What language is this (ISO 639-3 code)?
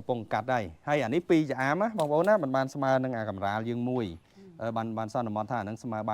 khm